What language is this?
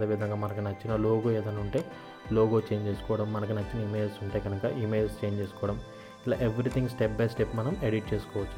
Telugu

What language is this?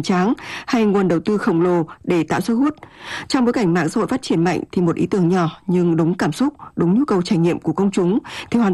Vietnamese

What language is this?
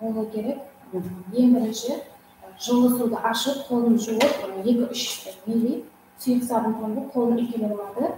Kara-Kalpak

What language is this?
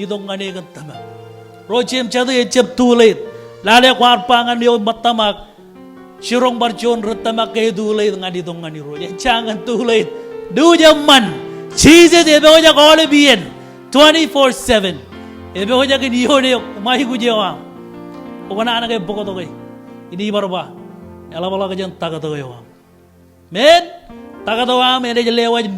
Marshallese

